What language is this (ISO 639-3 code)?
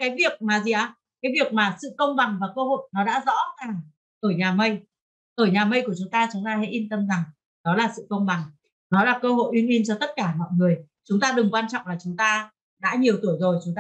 vie